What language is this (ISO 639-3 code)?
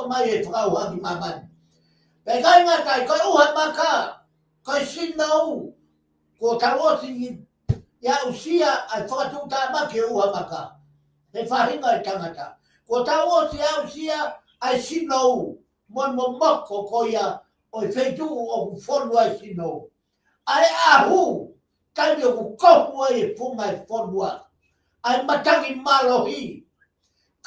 ton